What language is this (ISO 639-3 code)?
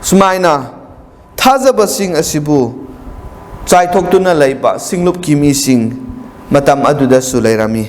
mni